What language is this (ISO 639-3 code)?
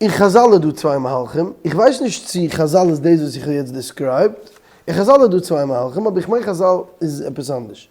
yid